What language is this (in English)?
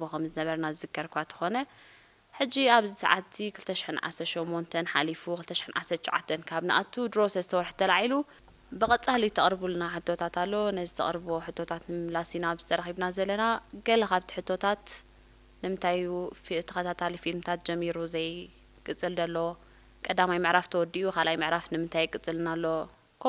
Tigrinya